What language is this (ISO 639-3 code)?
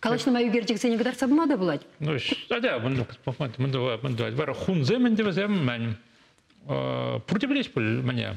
chv